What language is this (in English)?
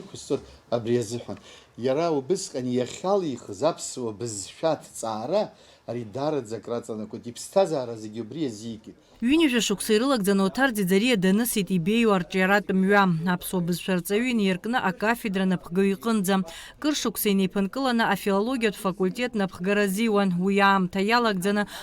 Abkhazian